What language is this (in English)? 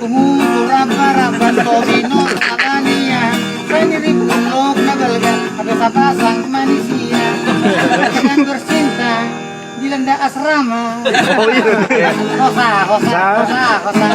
Batak Toba